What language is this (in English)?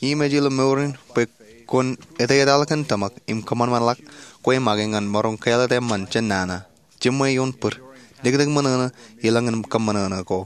Marshallese